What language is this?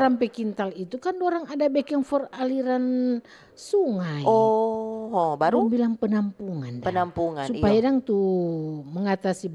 Manado Malay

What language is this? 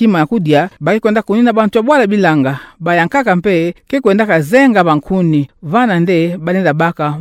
Kituba (Democratic Republic of Congo)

